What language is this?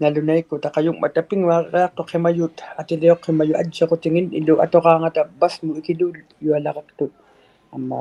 Inuktitut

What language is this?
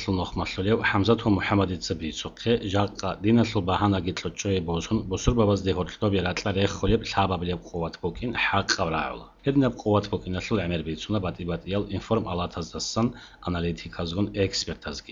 Avaric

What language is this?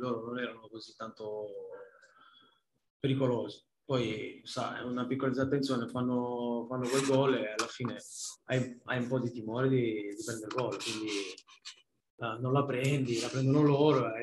Italian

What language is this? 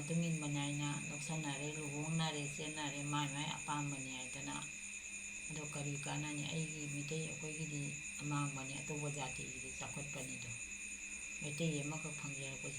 Manipuri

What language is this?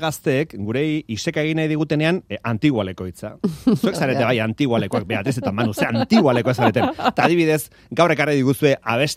Basque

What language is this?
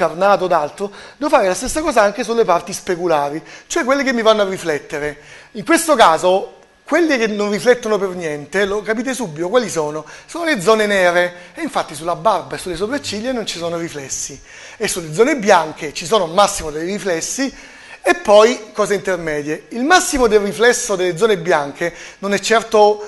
Italian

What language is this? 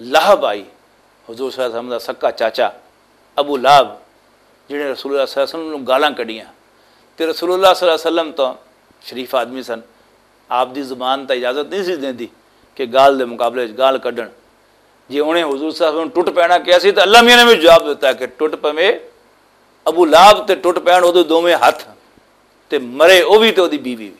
Western Panjabi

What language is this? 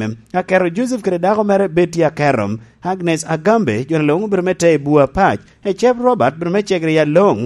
Lango (Uganda)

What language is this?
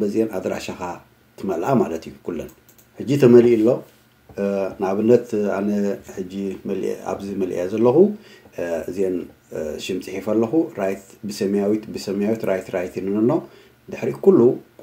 Tigrinya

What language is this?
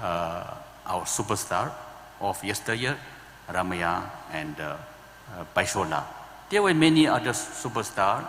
Tangkhul Naga (India)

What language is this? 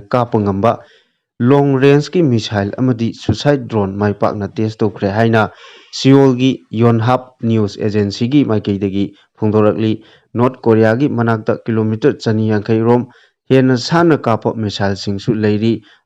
Manipuri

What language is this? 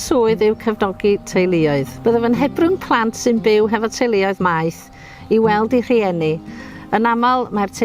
Welsh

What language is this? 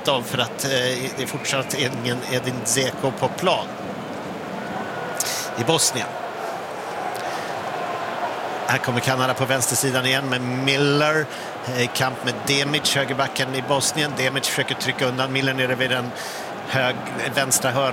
Swedish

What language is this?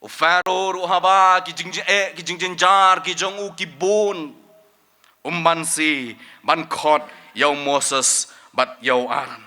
Khasi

